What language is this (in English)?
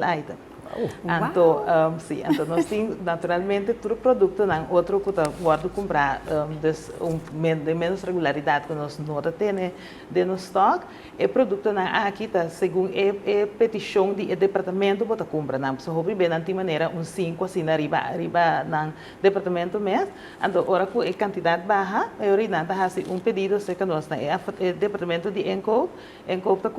Papiamento